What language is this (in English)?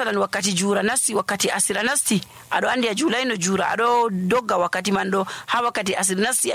Nigerian Fulfulde